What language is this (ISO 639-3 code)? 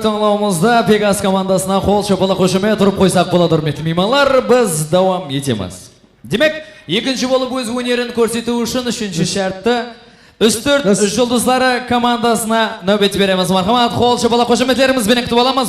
kaa